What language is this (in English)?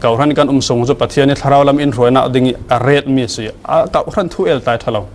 Falam Chin